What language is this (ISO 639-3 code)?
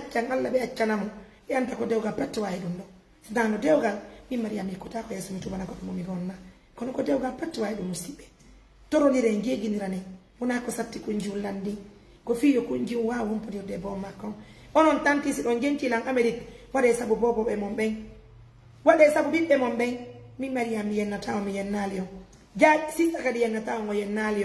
fuf